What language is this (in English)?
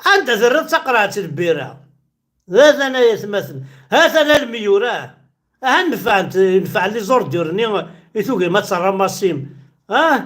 Kabyle